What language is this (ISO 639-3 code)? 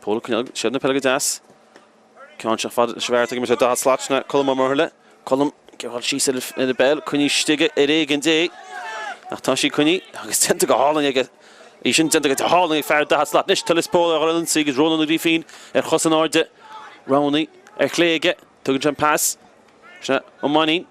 gle